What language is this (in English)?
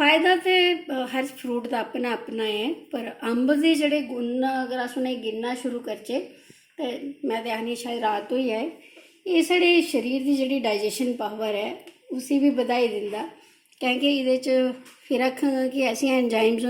Dogri